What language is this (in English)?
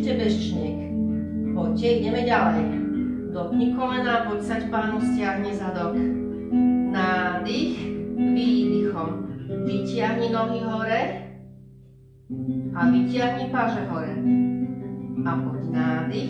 Slovak